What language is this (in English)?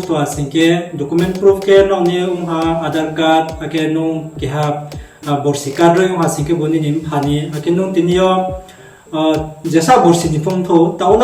Riang (India)